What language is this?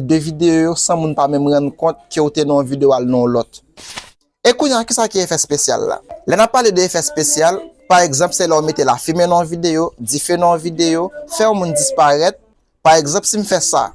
Haitian Creole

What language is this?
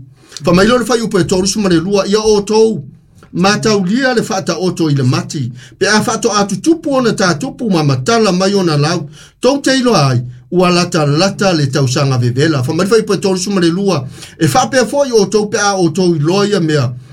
Samoan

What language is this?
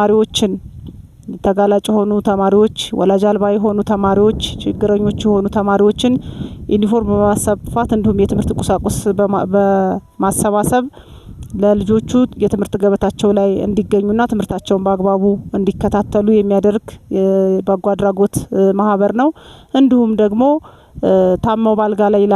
Amharic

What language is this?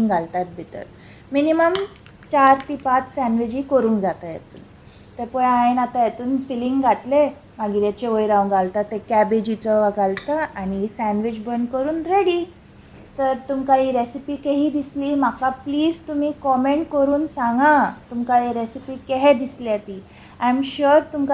Konkani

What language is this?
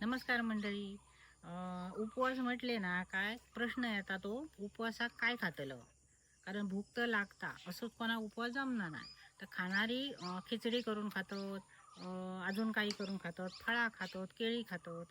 Konkani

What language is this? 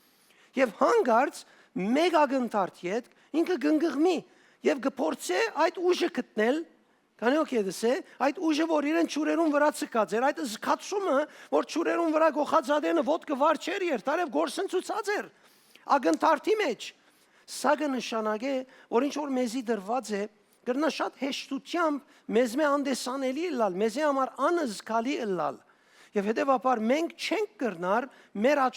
Western Armenian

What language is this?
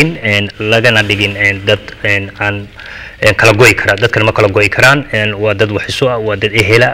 Somali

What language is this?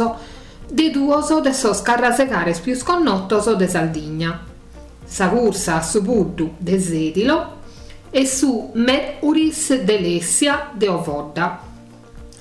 Sardinian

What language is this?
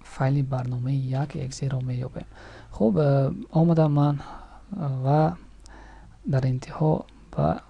Tajik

